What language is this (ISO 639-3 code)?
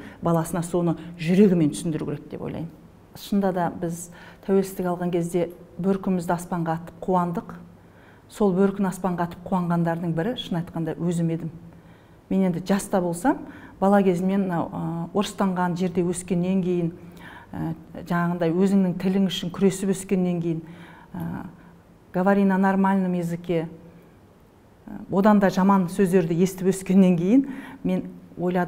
kaz